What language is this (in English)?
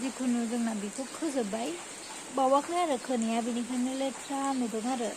Bodo